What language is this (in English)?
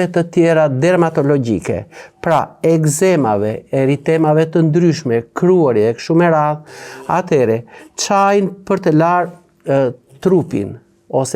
Albanian